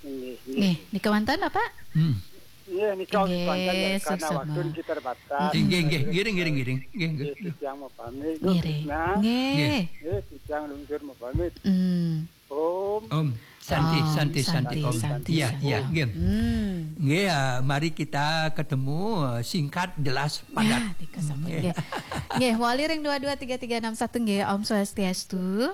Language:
Balinese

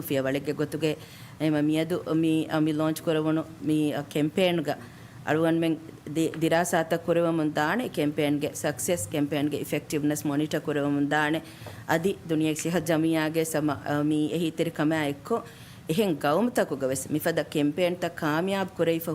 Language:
Divehi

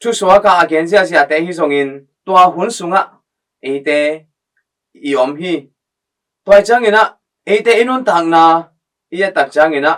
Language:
Tedim Chin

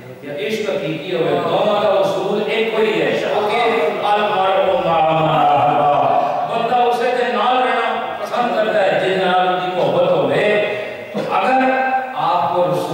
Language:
Urdu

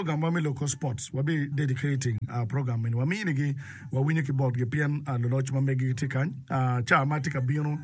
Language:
Acoli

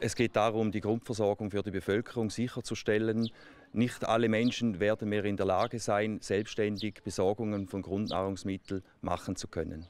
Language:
Swiss German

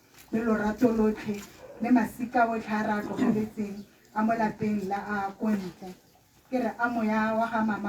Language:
Tswana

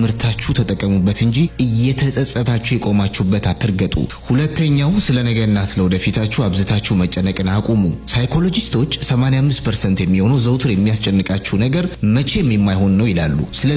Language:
Amharic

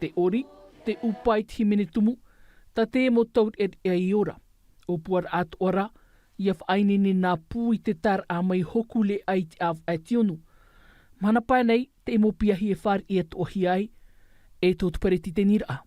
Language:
Tahitian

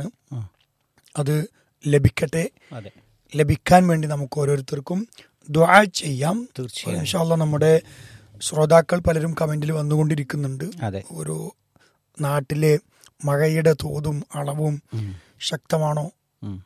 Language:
Malayalam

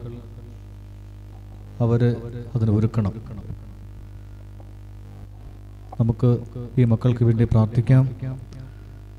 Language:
Malayalam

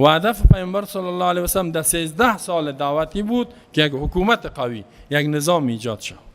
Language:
Persian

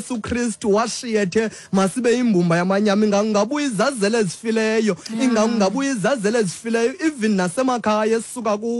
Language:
Xhosa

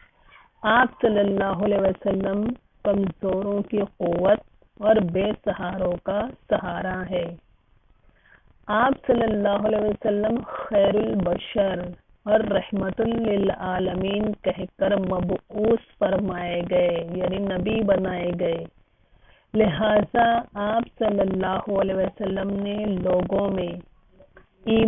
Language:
Urdu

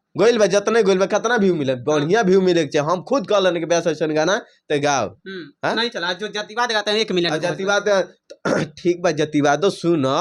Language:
Bhojpuri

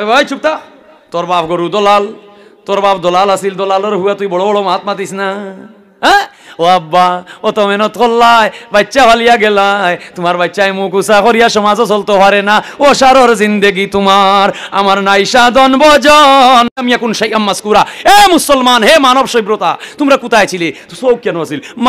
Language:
Sylheti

